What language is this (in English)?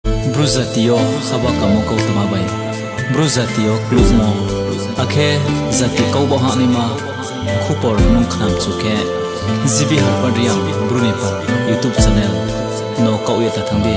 Riang (India)